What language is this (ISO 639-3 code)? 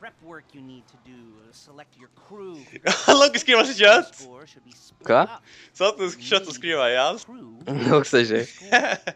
fao